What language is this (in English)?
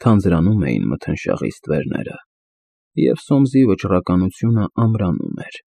Armenian